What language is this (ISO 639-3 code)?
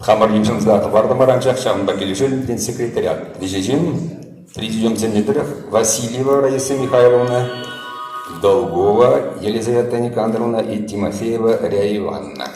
chv